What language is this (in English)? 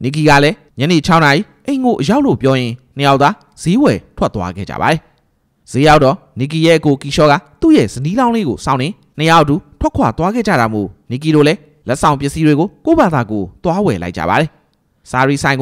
Burmese